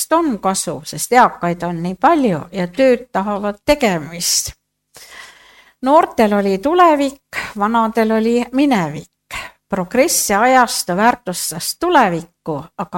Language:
Estonian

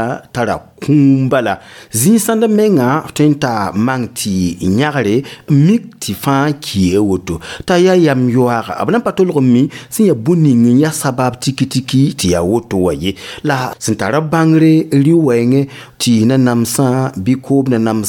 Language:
Mossi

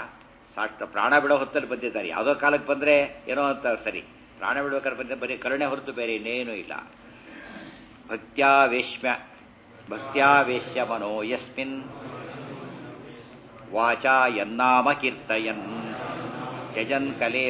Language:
Kannada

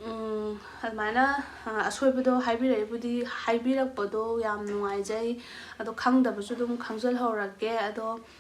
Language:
Manipuri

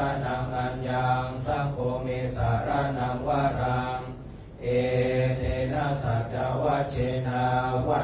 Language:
Pali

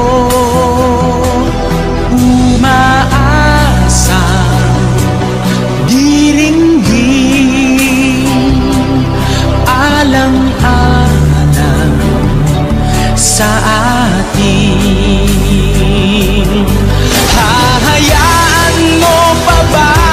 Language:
Filipino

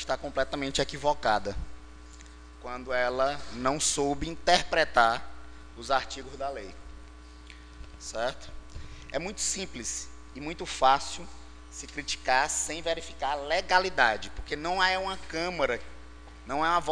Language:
Portuguese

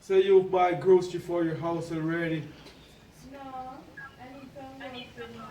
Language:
Jamaican Creole English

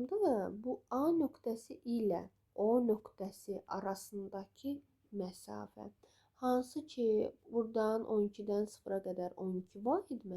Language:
Azerbaijani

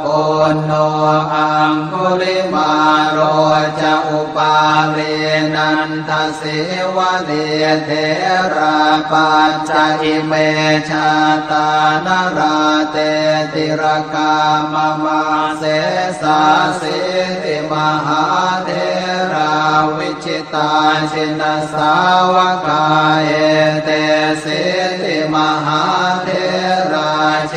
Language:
Pali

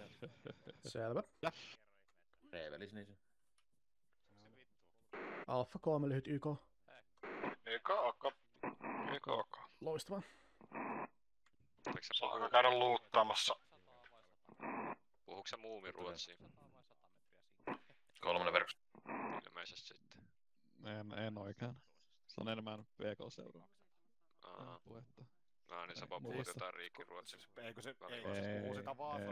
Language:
Finnish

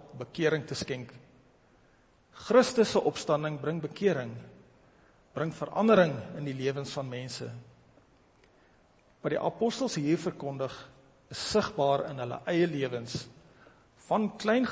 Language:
Afrikaans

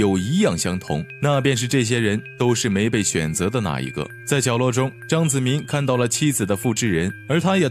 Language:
Chinese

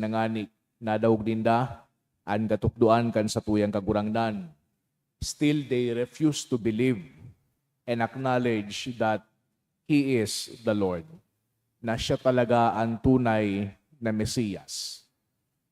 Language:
Bikol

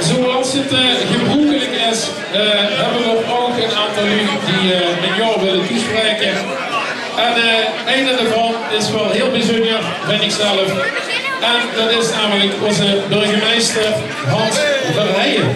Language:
Limburgish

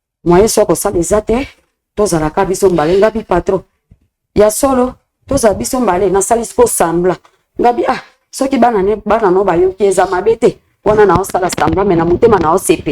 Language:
Lingala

